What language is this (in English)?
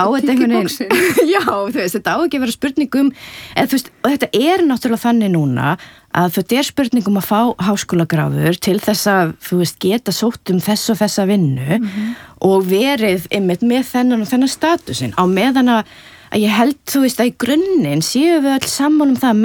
Icelandic